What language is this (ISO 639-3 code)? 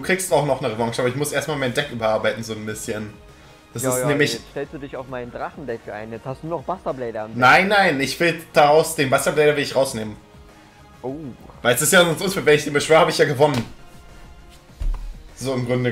deu